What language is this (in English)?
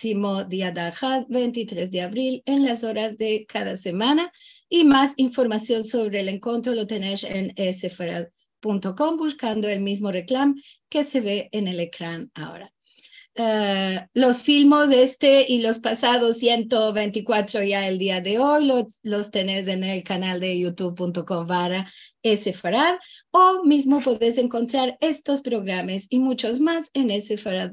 Ladino